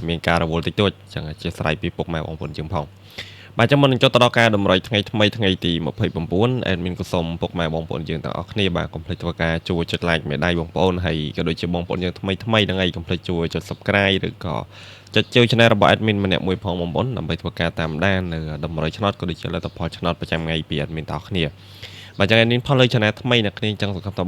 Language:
Khmer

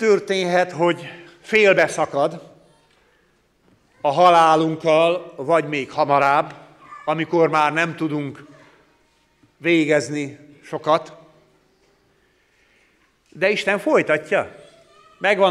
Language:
Hungarian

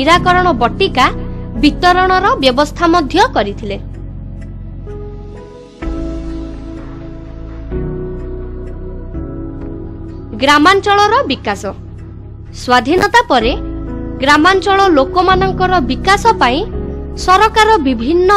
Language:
Odia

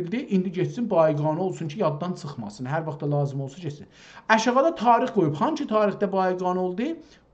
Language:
South Azerbaijani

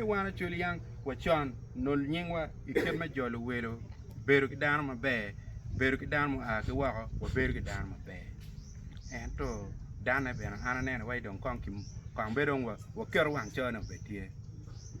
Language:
Acoli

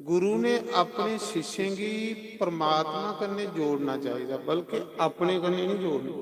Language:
Dogri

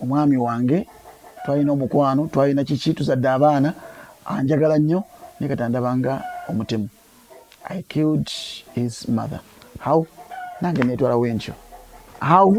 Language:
Ganda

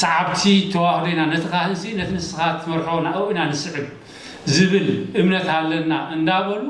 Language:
Tigrinya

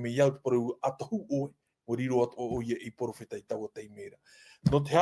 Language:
Tahitian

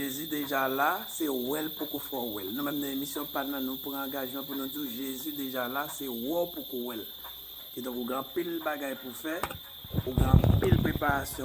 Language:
Haitian Creole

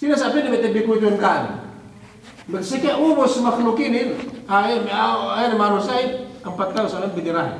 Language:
Yakan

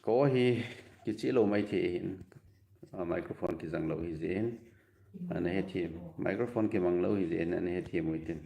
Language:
Thado Chin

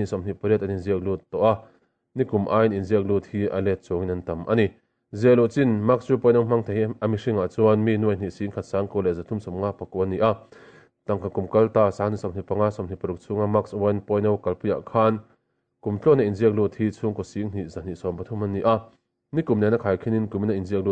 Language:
Mizo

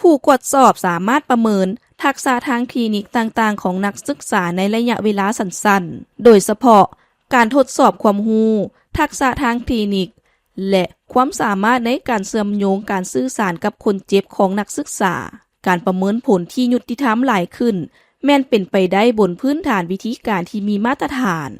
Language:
Lao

